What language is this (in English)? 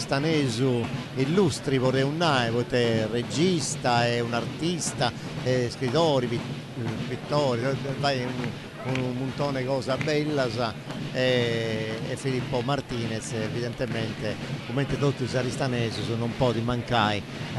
Sardinian